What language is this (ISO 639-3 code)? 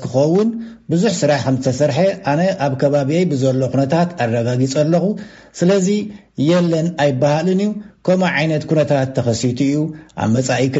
tir